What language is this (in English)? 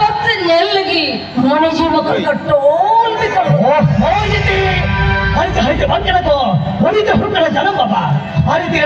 Santali